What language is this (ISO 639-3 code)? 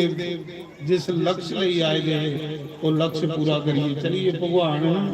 doi